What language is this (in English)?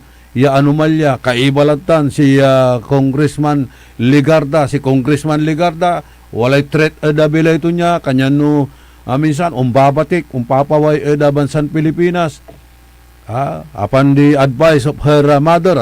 Pangasinan